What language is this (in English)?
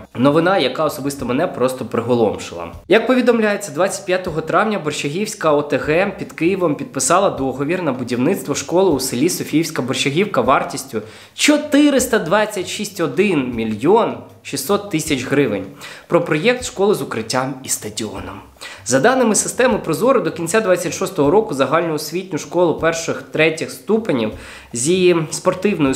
Ukrainian